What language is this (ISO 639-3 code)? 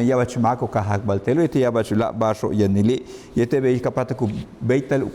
yua